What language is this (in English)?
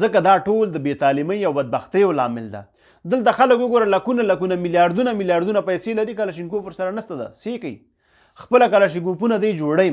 Pashto